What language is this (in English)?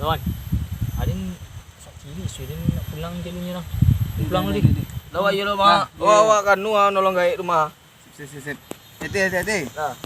Minangkabau